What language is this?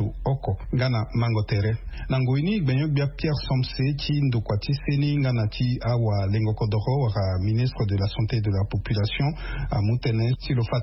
Sango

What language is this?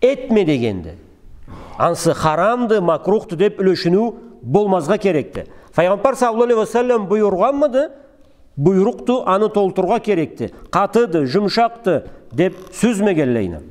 Karachay-Balkar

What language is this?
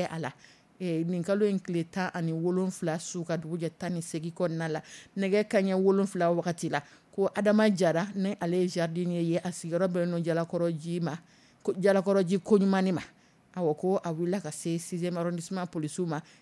Dyula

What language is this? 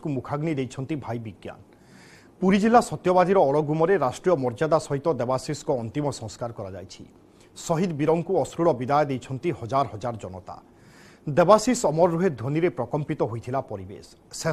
Odia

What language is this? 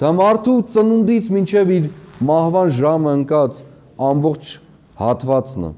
Armenian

